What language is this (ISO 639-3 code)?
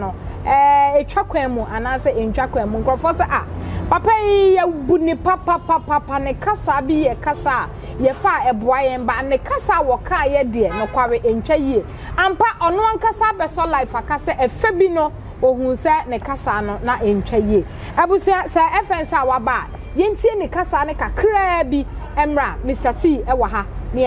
aka